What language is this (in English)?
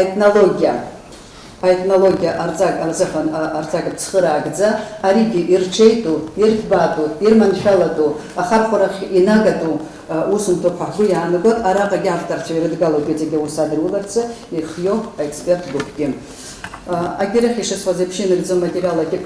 Abkhazian